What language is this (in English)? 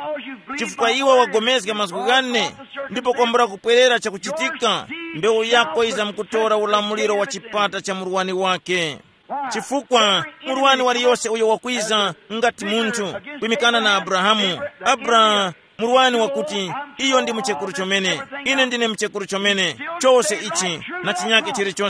Tumbuka